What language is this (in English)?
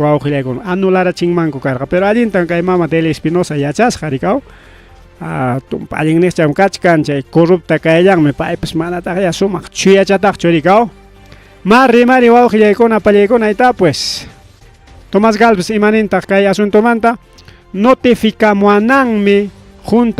Ayacucho Quechua